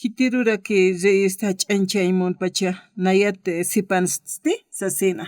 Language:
Aymara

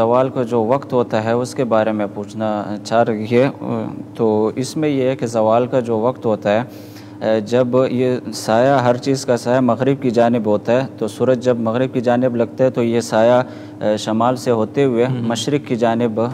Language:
Urdu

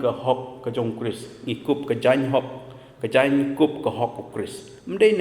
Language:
Khasi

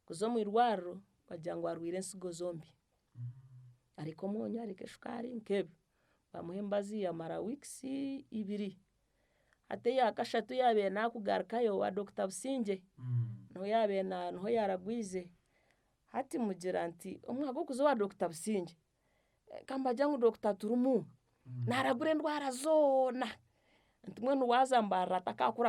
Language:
Nyankole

